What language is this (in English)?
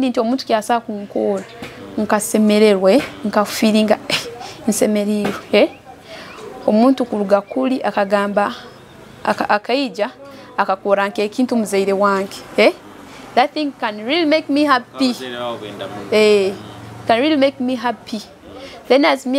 Nyoro